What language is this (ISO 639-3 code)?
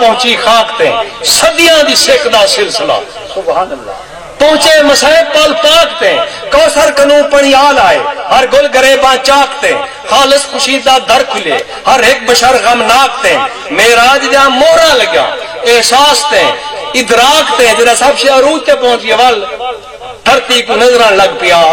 skr